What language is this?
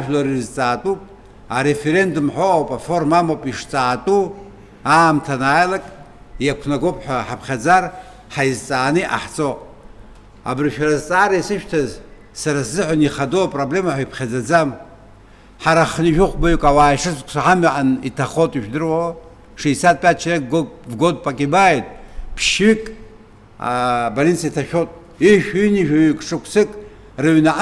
Abkhazian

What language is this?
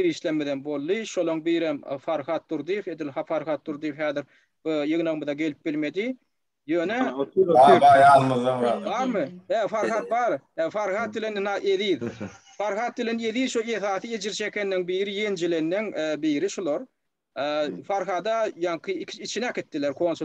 Turkmen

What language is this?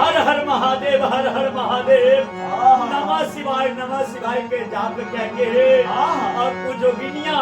Maithili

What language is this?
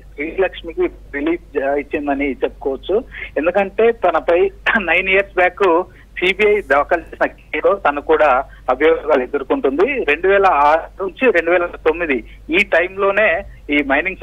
Telugu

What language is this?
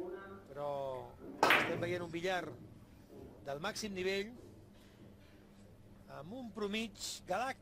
Catalan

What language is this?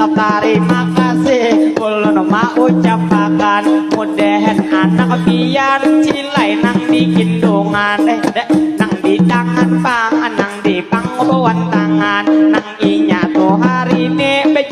Banjar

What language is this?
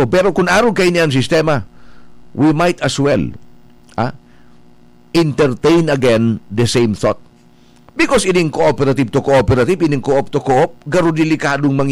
Bikol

